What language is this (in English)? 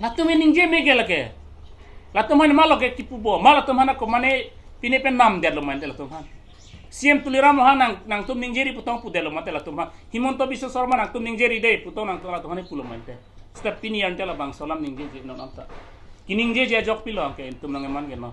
Karbi